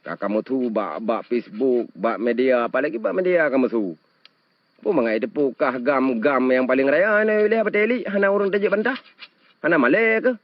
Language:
Achinese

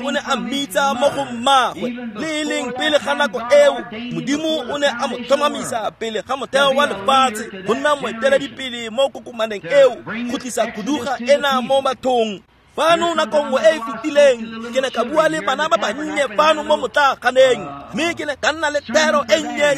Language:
Tswana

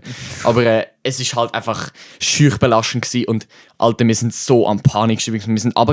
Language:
Swiss German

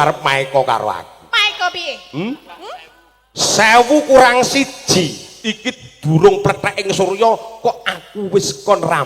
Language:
Javanese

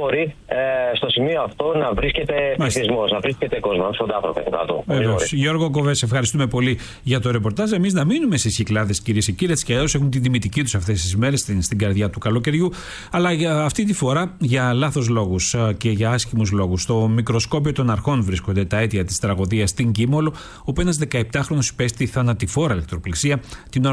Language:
Greek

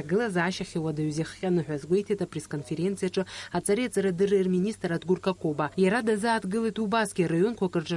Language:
Abkhazian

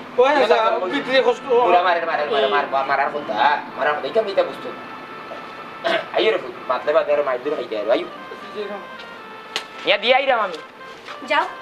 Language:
Sylheti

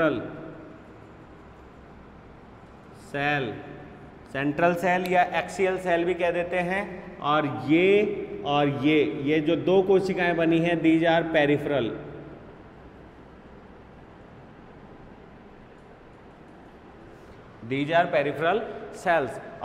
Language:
Hindi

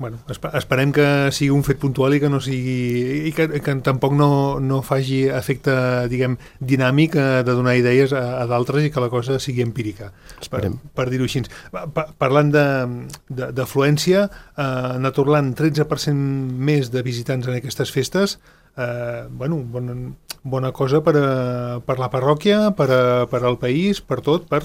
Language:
Catalan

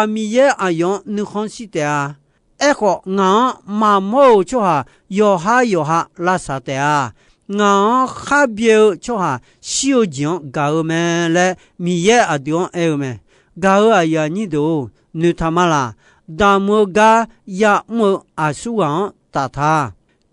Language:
Akha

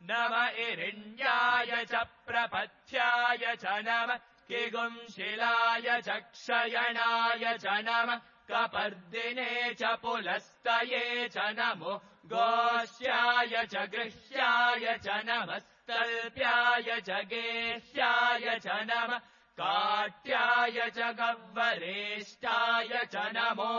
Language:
Sanskrit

